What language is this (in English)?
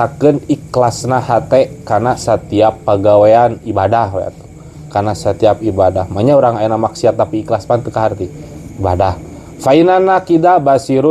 Sundanese